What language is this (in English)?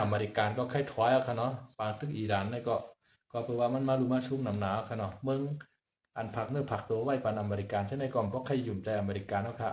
Shan